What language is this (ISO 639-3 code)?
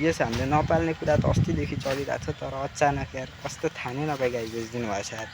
nep